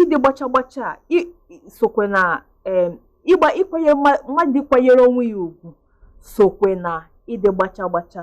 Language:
Igbo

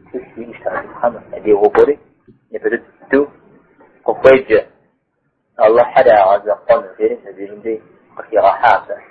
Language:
Kabardian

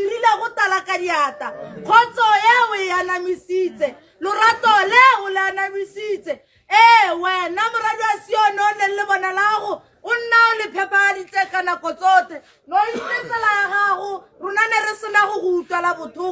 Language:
Tswana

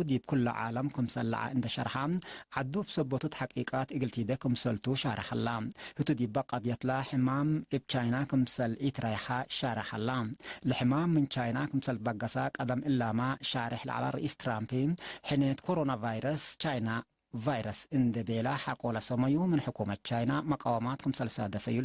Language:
Tigre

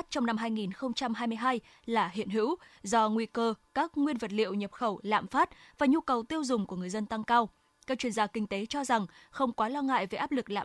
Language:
Vietnamese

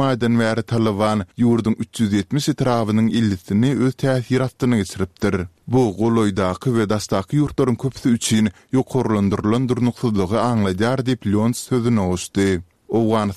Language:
Turkmen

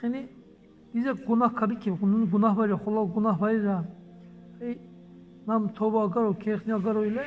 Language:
Dargwa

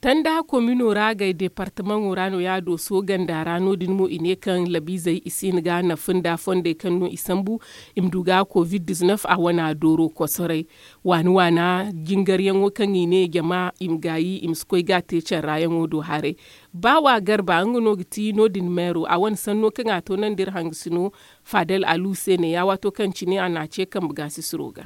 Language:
Zarma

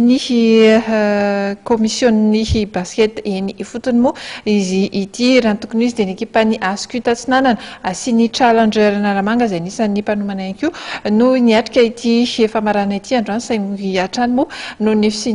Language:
Malagasy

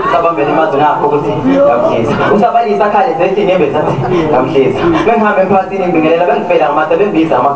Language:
Zulu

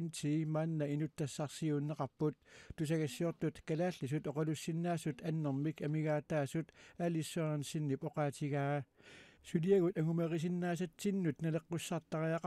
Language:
Kalaallisut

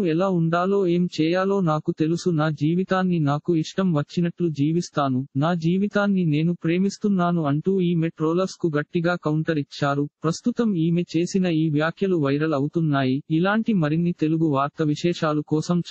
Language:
Telugu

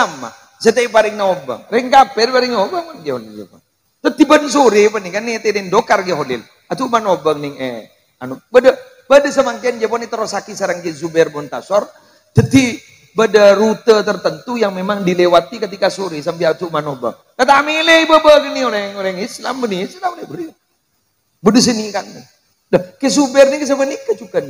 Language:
Madurese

